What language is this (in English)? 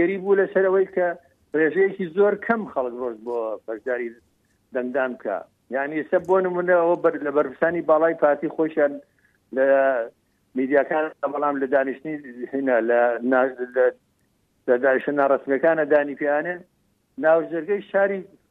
Central Kurdish